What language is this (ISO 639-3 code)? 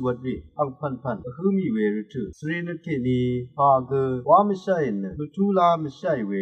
raw